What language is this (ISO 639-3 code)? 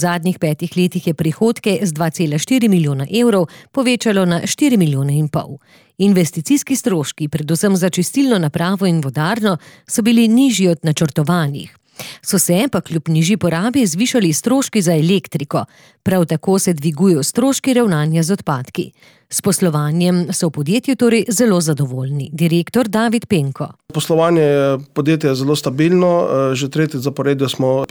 slv